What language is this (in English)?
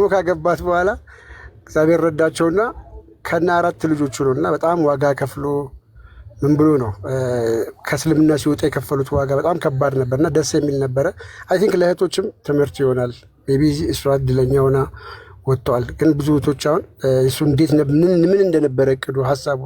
Amharic